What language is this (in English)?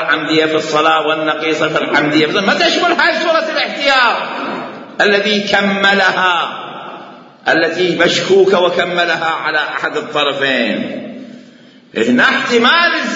Mesopotamian Arabic